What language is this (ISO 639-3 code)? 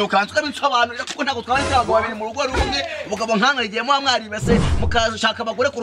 kin